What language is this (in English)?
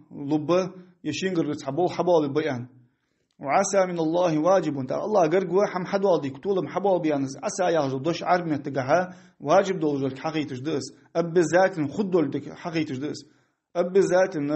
Ingush